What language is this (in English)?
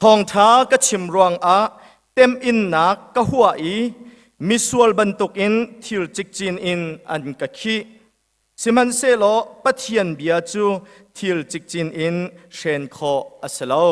Hakha Chin